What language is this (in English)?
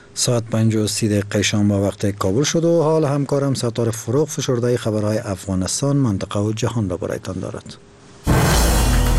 Persian